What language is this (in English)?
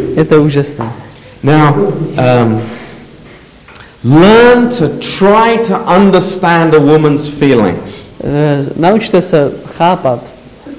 Czech